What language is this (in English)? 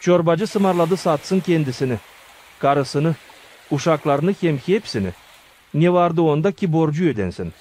Gagauz